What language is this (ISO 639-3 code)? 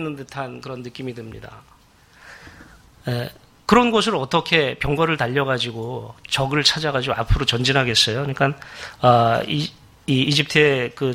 kor